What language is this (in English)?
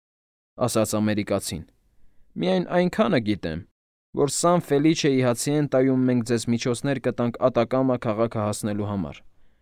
Armenian